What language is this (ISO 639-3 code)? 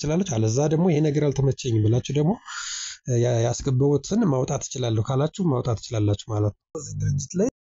amh